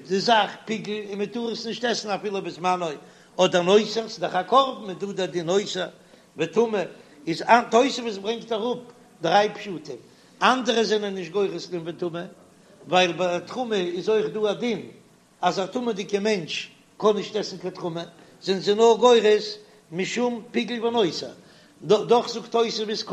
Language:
Yiddish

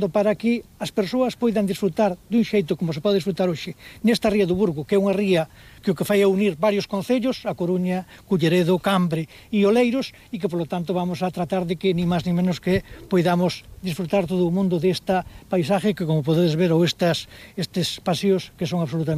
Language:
Galician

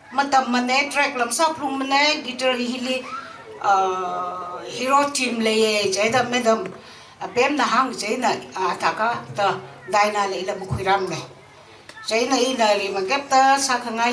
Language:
Tangkhul Naga (India)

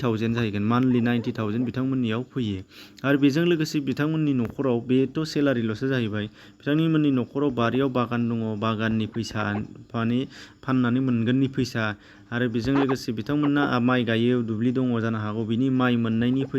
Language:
Bodo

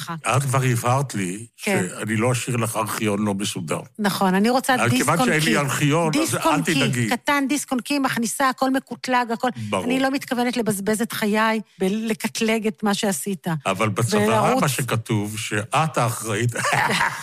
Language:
Hebrew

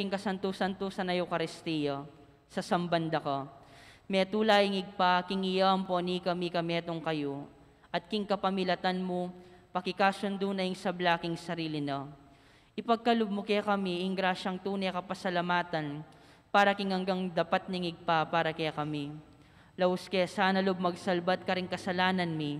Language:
Pampanga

